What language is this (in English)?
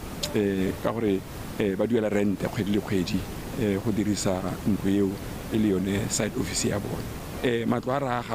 Tswana